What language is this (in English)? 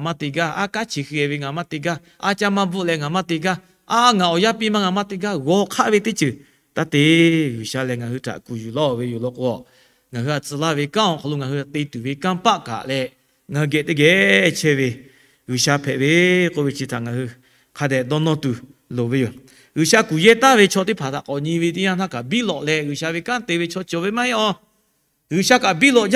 Lahu